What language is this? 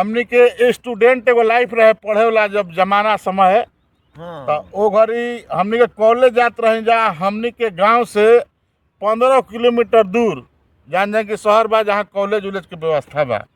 Bhojpuri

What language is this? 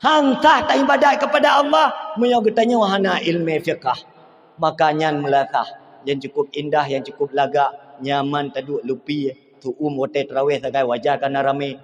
Achinese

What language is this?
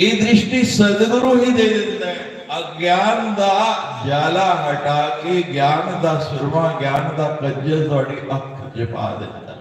Dogri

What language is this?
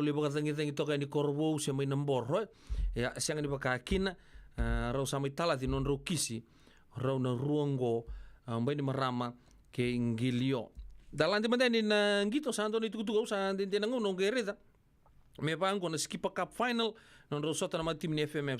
Fijian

